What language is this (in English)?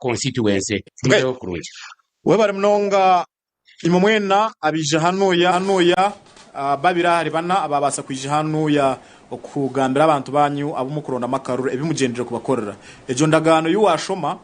Nyankole